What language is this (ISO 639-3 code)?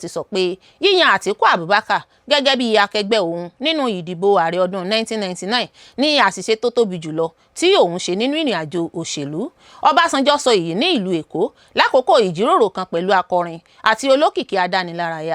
yor